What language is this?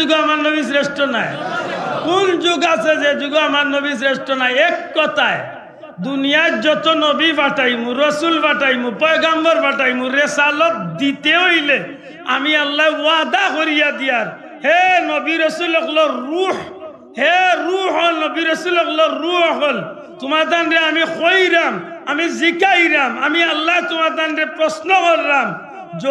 Sylheti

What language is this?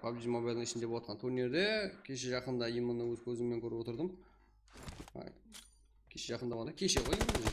Kara-Kalpak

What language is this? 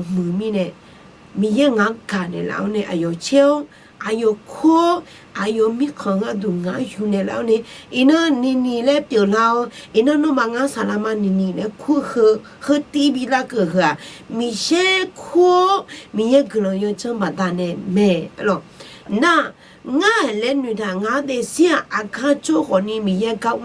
Akha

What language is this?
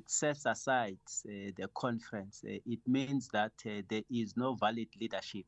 English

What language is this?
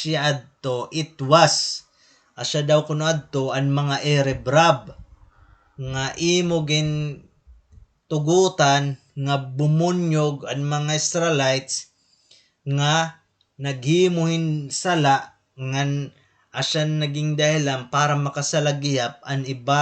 Waray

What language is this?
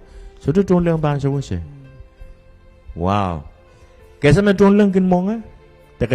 Pohnpeian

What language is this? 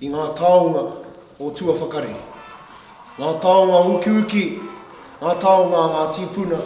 Māori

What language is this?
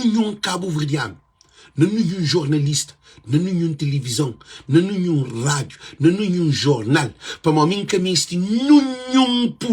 Kabuverdianu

